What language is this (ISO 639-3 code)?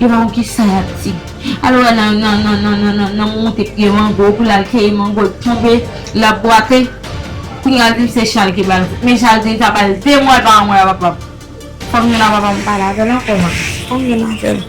hat